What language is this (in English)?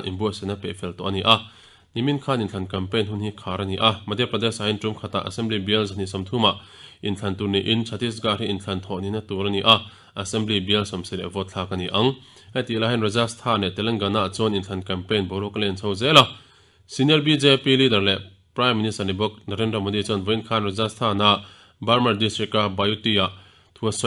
Mizo